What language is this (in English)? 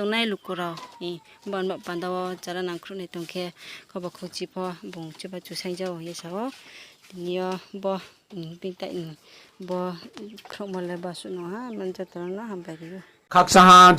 Riang (India)